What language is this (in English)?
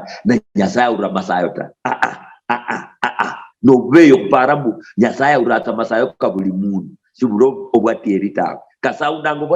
Luyia